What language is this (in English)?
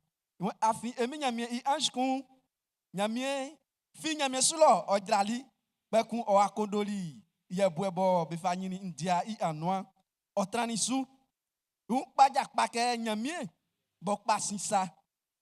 Baoulé